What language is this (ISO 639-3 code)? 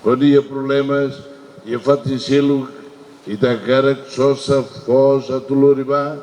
tet